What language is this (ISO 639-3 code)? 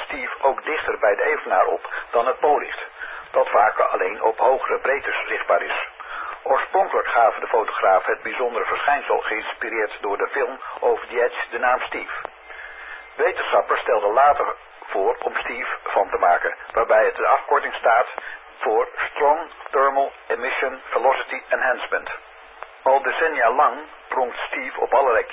nld